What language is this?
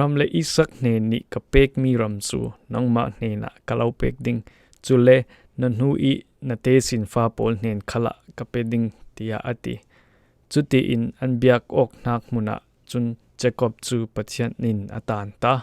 Falam Chin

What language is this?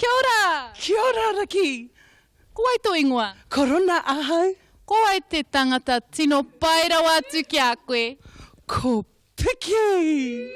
Māori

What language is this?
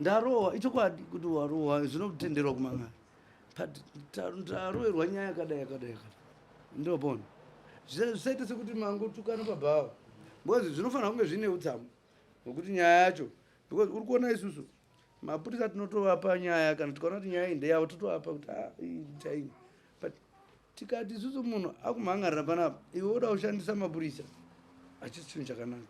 Shona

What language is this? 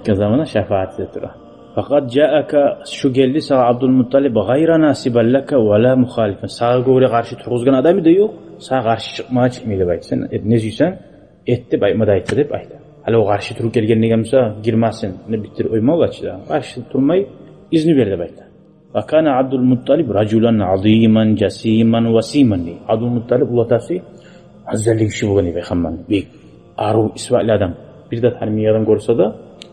Kumyk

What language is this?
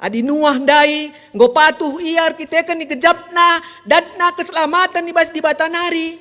Batak Karo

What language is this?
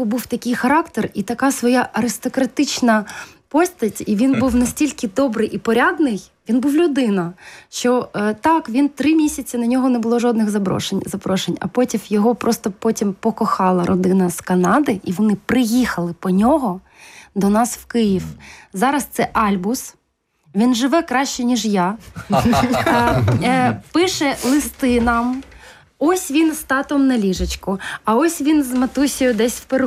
Ukrainian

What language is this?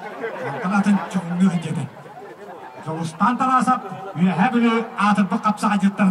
Yakut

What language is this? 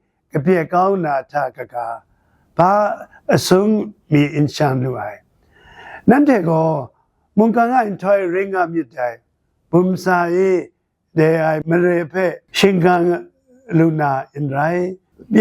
Kachin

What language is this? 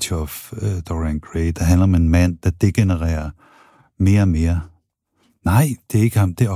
Danish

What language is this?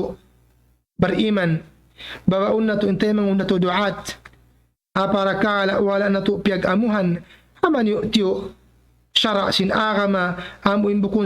Tausug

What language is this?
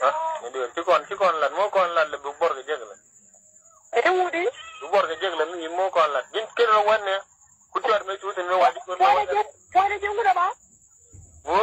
Nuer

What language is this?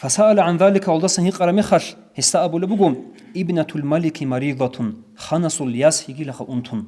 Avaric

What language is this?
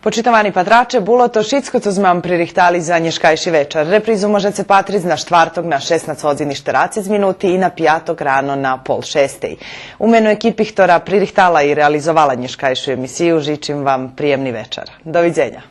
Rusyn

